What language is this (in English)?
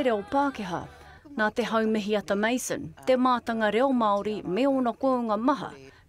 Māori